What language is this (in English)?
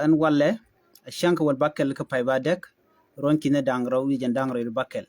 Nuer